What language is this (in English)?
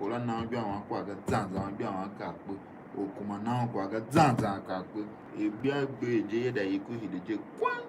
Tiv